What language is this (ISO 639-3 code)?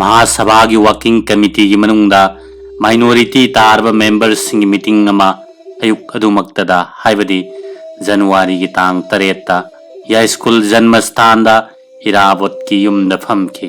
mni